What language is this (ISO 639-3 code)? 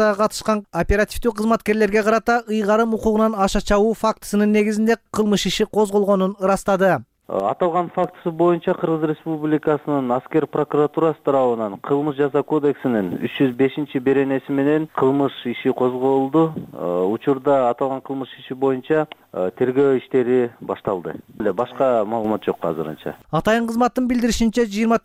kir